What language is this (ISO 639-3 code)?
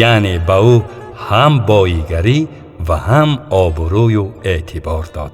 tgk